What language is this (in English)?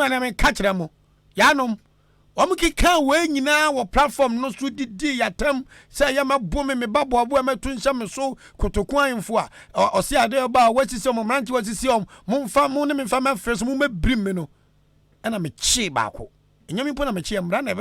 Akan